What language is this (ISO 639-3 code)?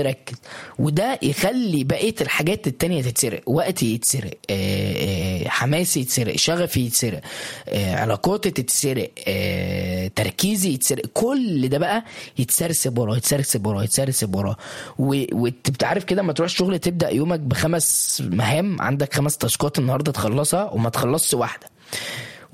arz